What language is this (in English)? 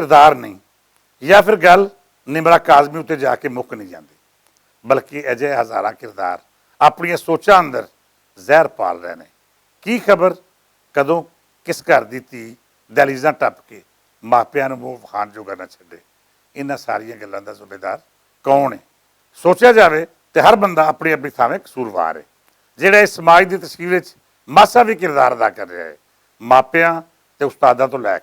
Western Panjabi